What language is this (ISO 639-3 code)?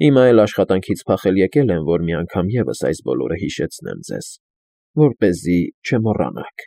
hye